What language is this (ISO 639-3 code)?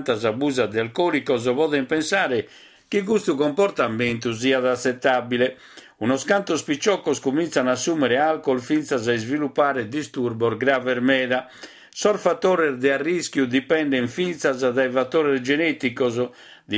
srd